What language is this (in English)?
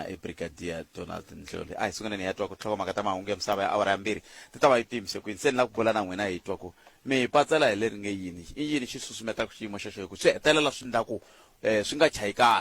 Tsonga